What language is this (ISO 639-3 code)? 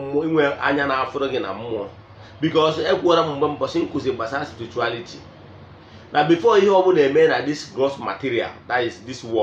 ibo